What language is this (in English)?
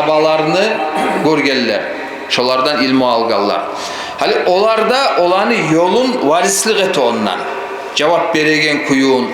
Kumyk